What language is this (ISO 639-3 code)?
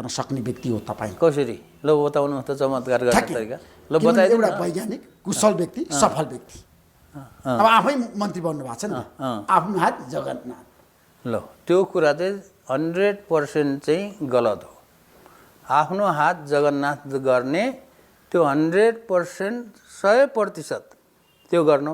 nep